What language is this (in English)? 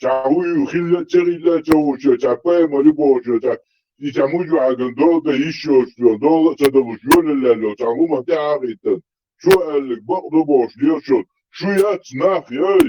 Chechen